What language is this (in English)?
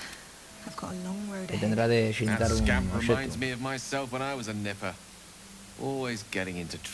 Asturian